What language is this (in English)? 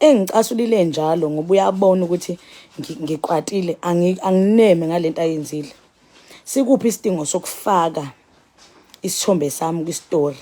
Zulu